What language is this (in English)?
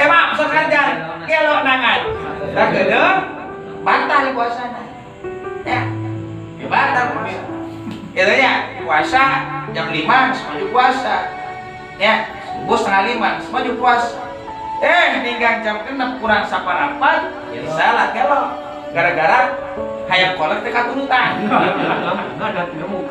Sundanese